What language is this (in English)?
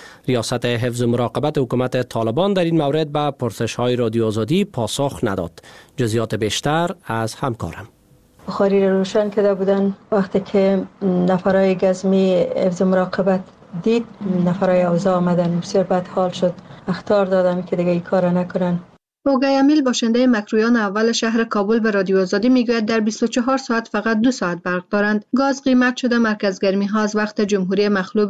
Persian